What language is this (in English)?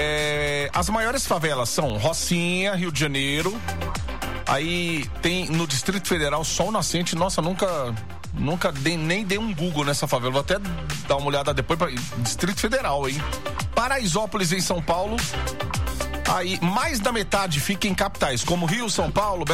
Portuguese